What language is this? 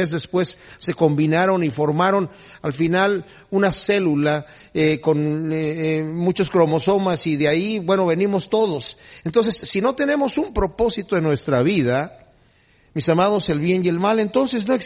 Spanish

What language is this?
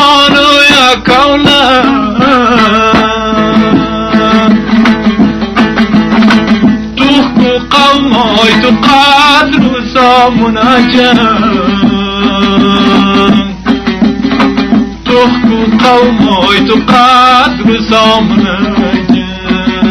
Persian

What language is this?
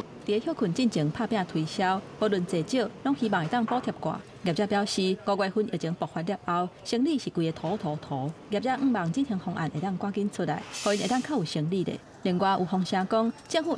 Min Nan Chinese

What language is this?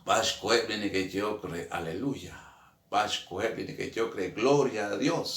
Kekchí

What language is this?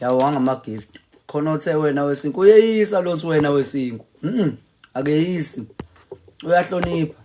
Zulu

